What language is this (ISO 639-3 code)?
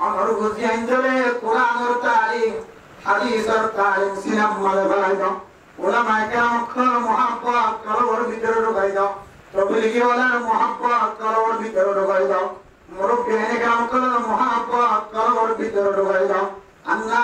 rhg